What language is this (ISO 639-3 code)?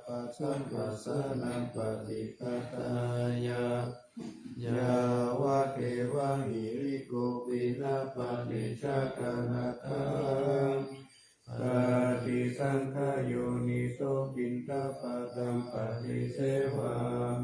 pli